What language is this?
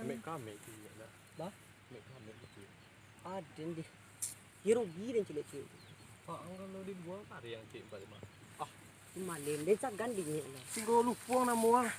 Minangkabau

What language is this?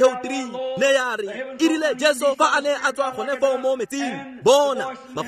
Tswana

